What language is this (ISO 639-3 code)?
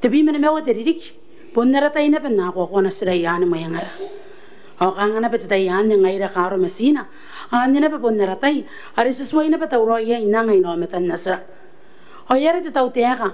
gil